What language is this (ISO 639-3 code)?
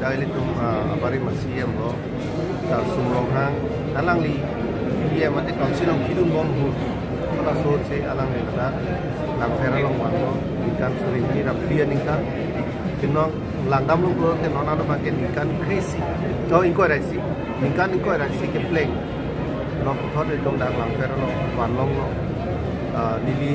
mjw